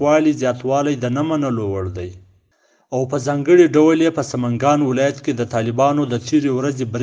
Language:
Pashto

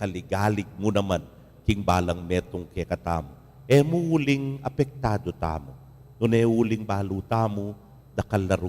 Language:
Pampanga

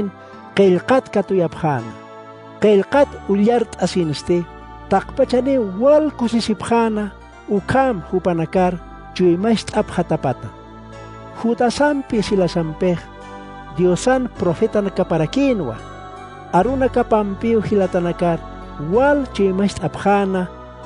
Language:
Aymara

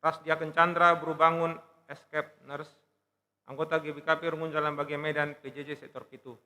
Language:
Batak Karo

